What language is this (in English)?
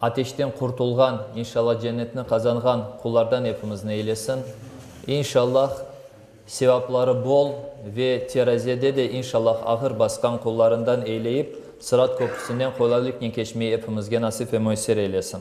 Crimean Tatar